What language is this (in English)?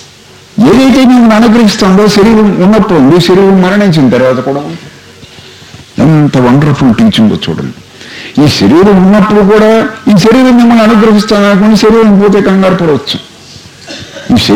Telugu